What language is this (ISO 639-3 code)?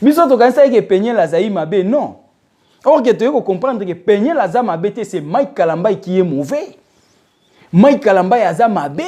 lin